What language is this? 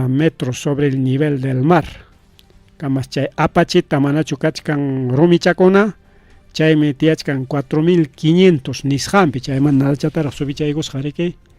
Ayacucho Quechua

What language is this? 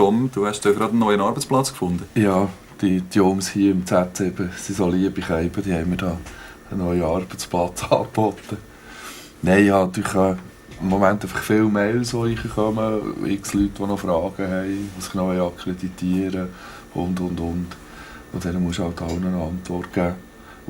Swiss German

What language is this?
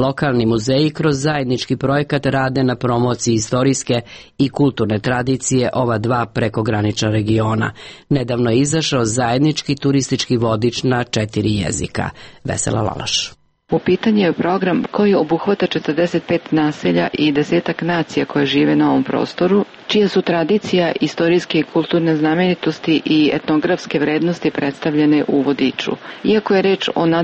Serbian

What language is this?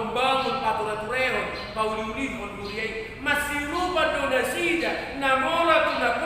Batak Toba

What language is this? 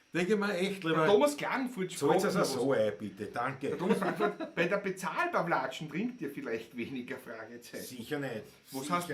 Bavarian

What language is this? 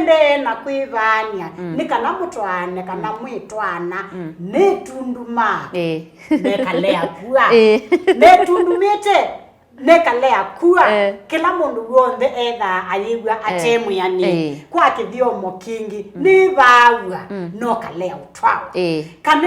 Kamba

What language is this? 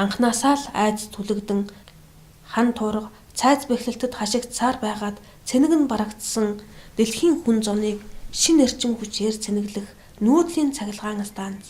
Mongolian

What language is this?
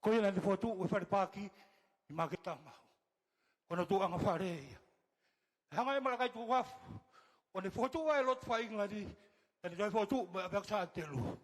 Tongan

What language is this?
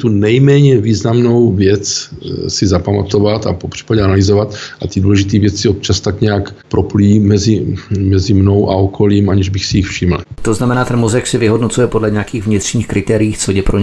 Czech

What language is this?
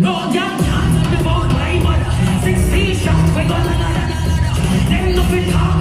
Jamaican Creole English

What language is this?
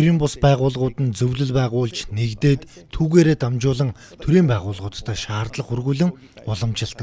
Mongolian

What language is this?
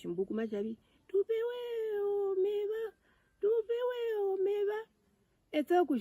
Herero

